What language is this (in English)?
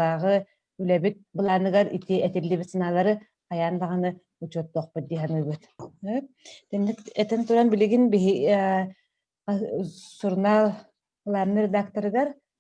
Yakut